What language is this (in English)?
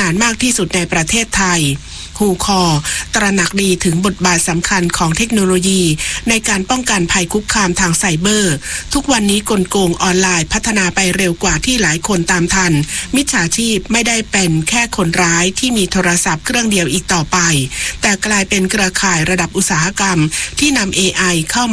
Thai